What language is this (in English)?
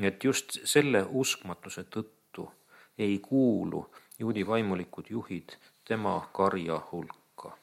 Estonian